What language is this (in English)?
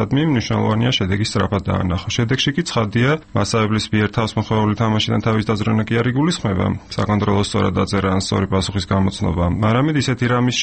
Georgian